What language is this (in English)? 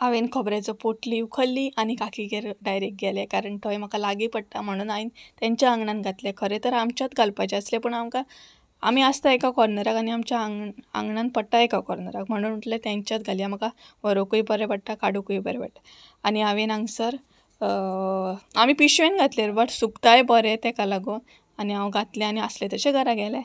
Konkani